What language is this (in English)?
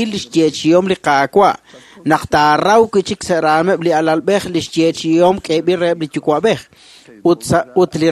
Kekchí